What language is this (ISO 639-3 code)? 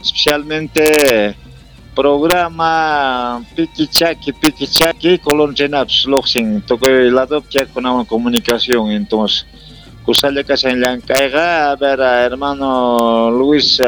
que